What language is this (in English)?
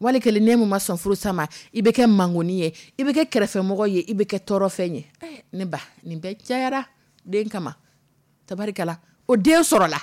Dyula